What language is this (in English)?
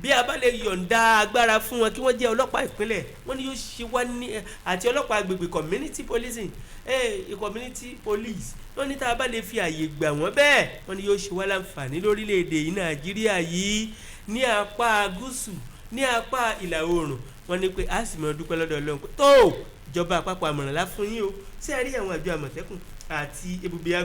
Yoruba